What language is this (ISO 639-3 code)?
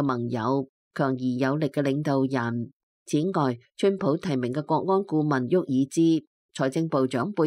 yue